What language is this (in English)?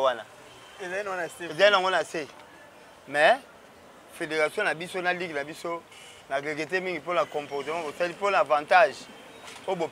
Lingala